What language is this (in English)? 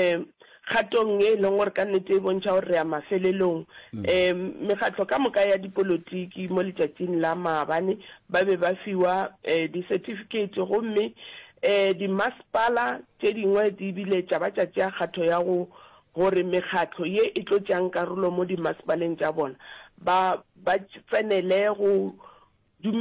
Northern Sotho